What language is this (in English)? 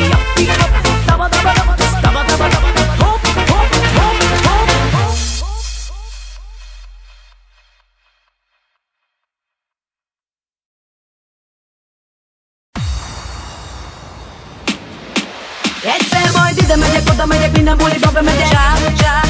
Hungarian